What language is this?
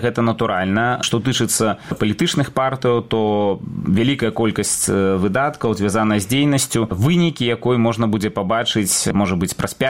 Belarusian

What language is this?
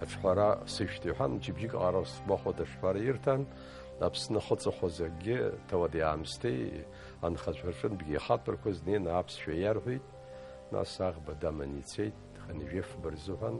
Abkhazian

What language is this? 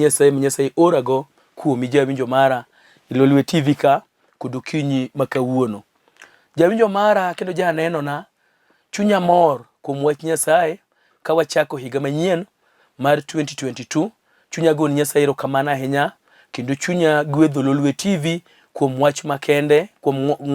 Luo (Kenya and Tanzania)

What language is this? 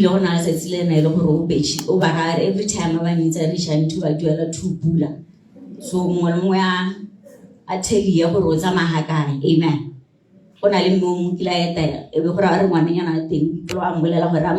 Tswana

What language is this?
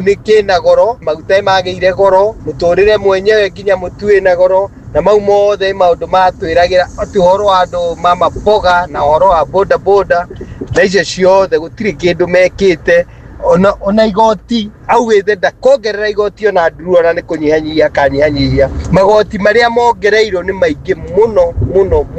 Kikuyu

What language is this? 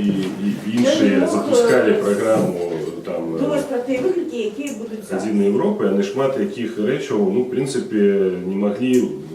Belarusian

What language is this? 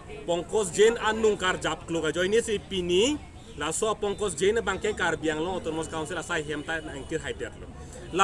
Karbi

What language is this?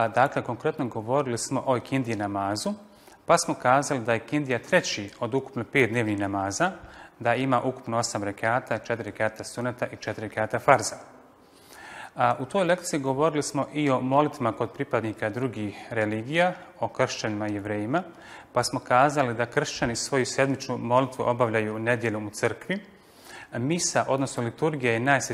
Bosnian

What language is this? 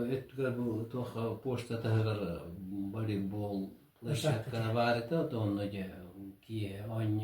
Yakut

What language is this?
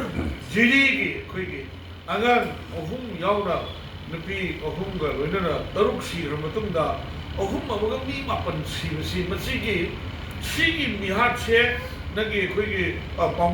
Manipuri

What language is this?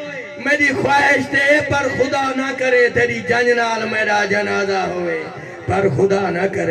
Saraiki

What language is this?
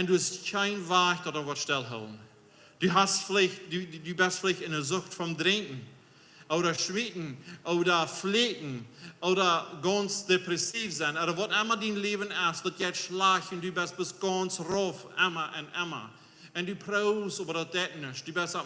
Plautdietsch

